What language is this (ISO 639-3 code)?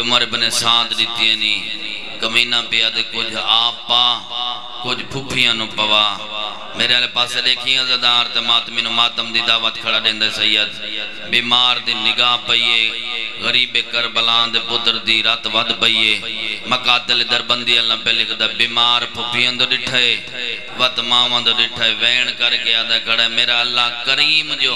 skr